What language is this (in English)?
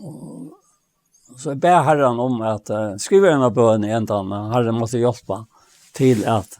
Faroese